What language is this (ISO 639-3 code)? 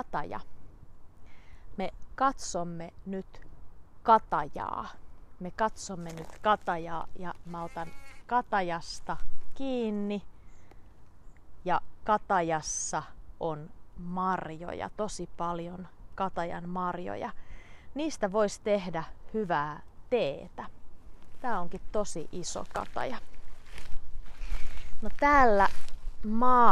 fin